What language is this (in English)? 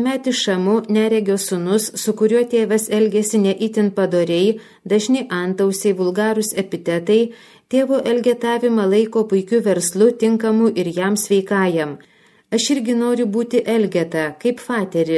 Lithuanian